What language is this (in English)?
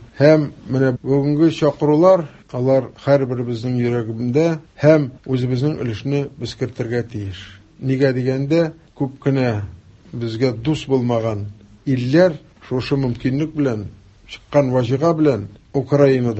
Tatar